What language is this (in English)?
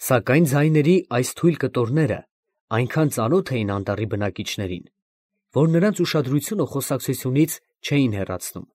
Armenian